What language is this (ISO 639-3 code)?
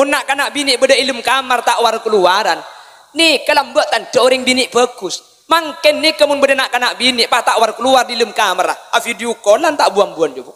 mad